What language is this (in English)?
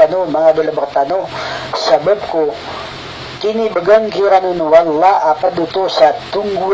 Maranao